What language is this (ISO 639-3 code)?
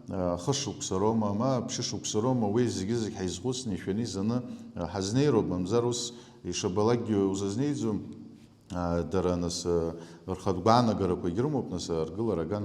abk